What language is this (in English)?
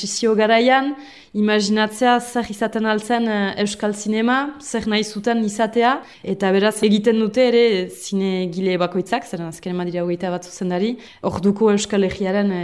Basque